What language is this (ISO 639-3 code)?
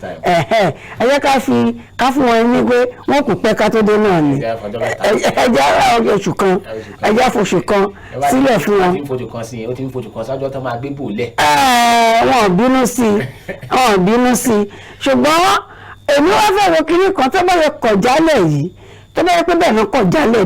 yor